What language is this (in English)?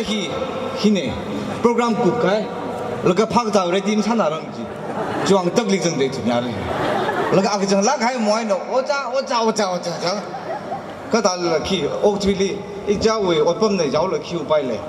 Tangkhul Naga (India)